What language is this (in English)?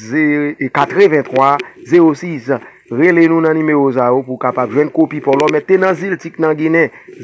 Haitian Creole